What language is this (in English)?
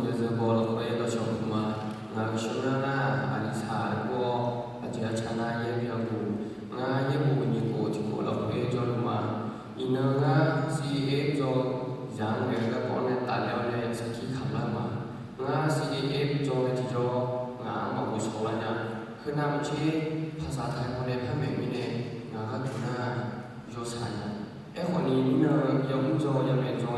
Akha